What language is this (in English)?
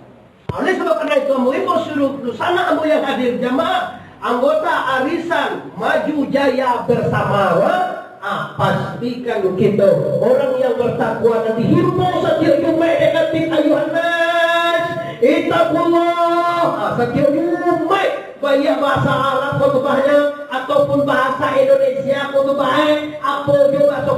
Minangkabau